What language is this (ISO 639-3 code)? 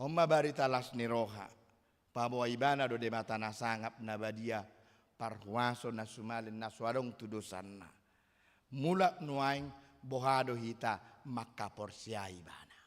bbc